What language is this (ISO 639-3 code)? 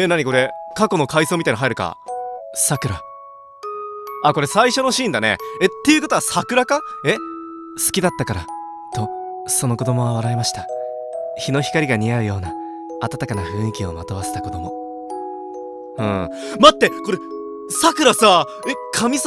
jpn